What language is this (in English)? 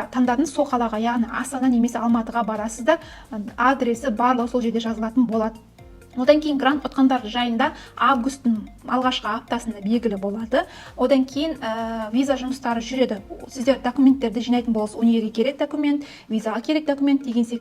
Kazakh